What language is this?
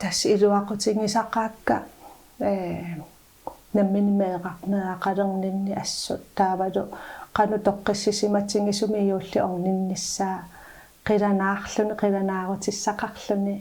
Kalaallisut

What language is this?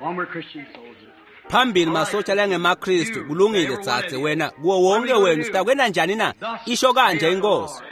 Swati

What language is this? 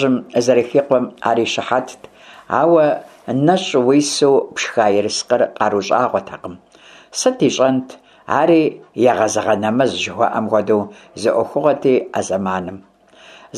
Kabardian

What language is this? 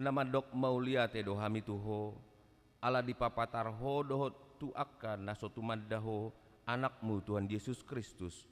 Batak Toba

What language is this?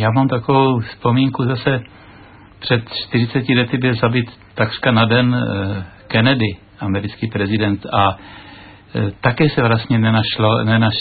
Czech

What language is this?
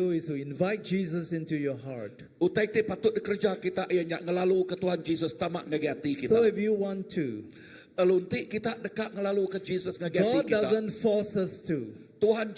Iban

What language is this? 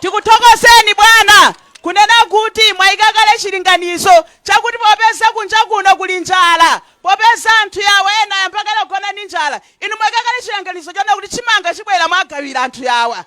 Nyanja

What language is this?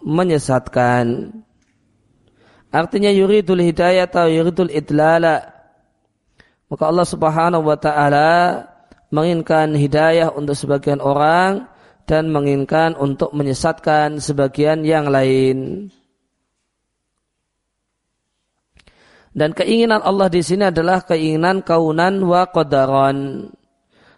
Indonesian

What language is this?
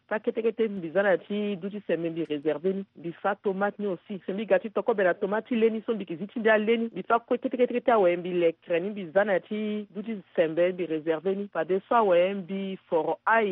Sango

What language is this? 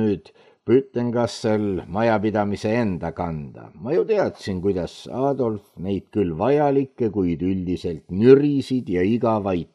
Estonian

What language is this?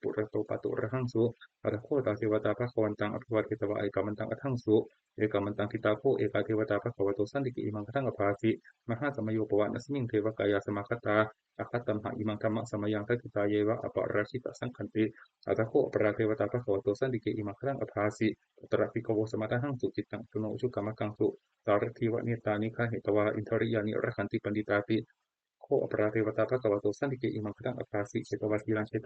Pali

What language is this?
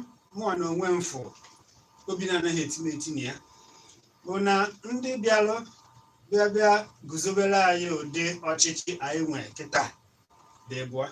Igbo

